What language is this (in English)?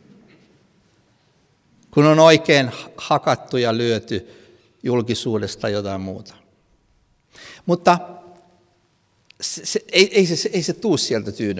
Finnish